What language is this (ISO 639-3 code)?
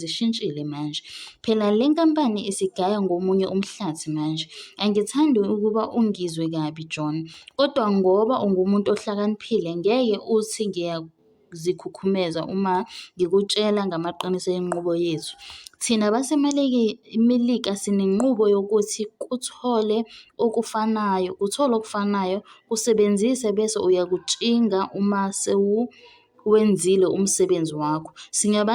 zul